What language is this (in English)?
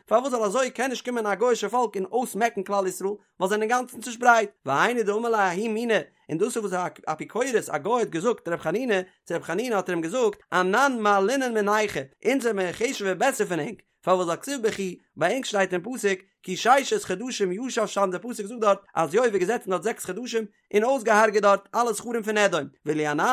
Yiddish